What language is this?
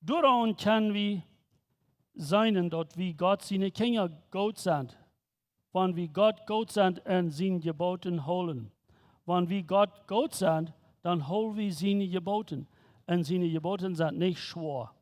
Plautdietsch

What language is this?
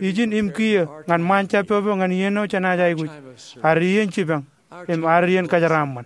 Marshallese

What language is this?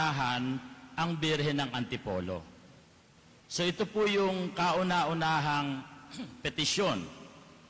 Filipino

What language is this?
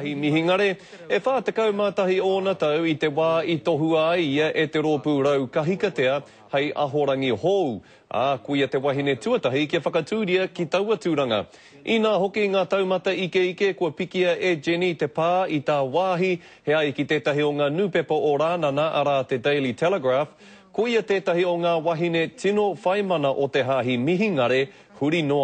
Māori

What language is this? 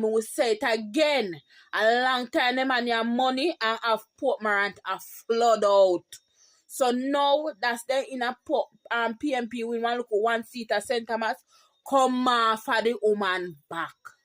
Jamaican Creole English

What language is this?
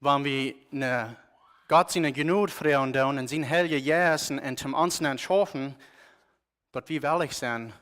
Plautdietsch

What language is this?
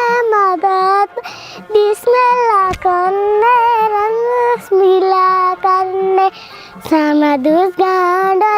Eastern Balochi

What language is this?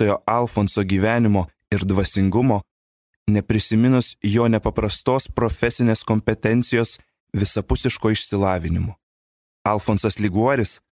Lithuanian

